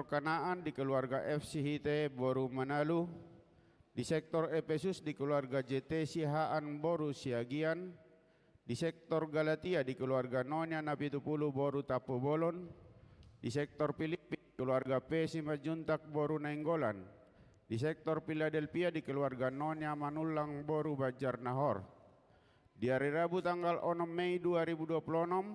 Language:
Batak Toba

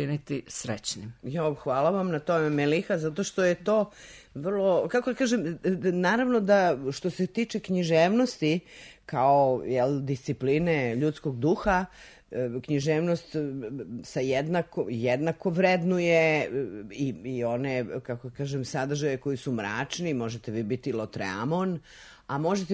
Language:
Serbian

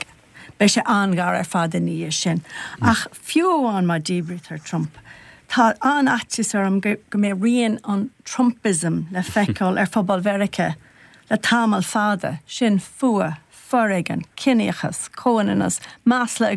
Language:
Irish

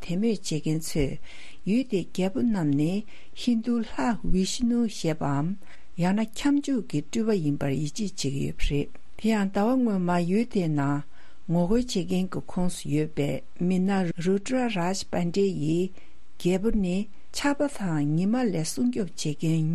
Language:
Tibetan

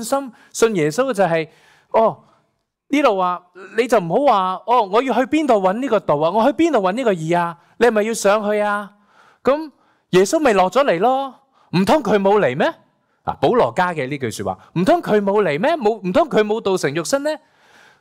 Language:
Cantonese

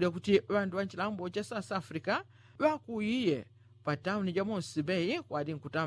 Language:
Yao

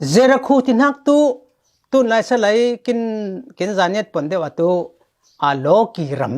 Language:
Falam Chin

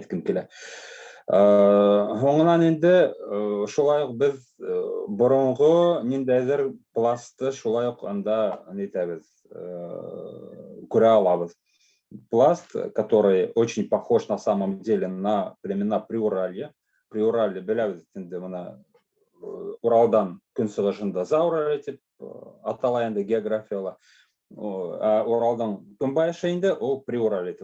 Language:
Bashkir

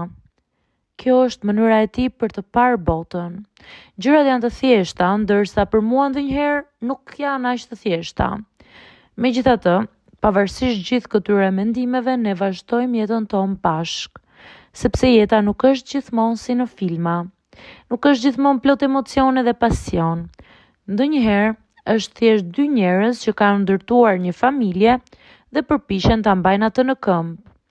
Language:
Albanian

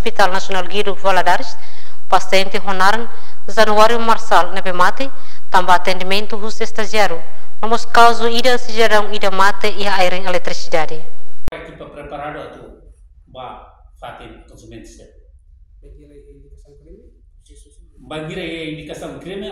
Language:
Tetum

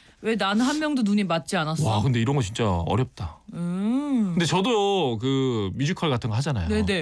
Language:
Korean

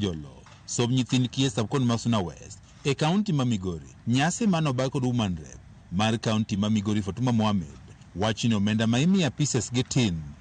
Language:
Luo (Kenya and Tanzania)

